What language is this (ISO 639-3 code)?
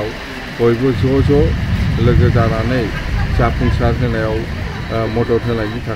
brx